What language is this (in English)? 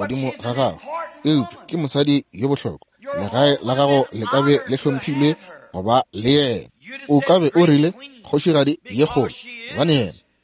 Northern Sotho